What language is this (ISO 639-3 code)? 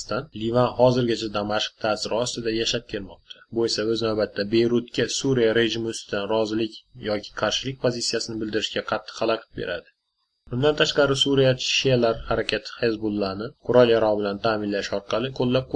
uzb